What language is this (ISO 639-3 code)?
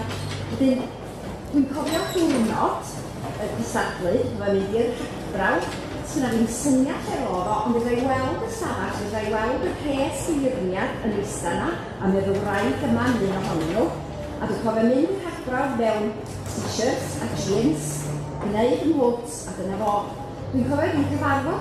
cym